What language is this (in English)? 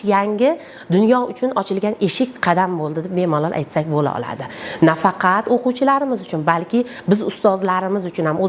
Uzbek